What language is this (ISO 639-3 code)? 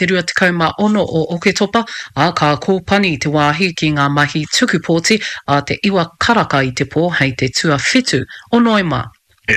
mri